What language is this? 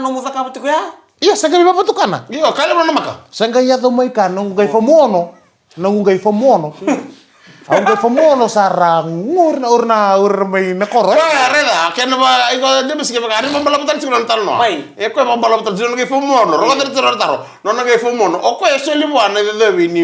Fijian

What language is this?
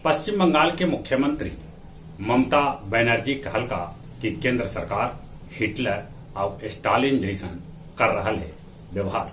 Magahi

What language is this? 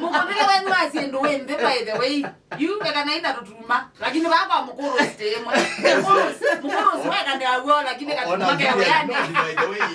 Kamba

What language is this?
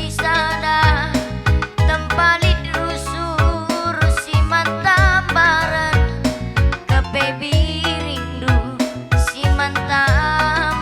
Batak Karo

